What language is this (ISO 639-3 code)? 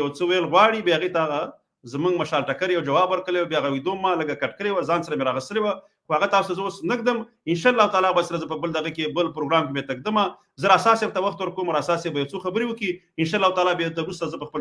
pus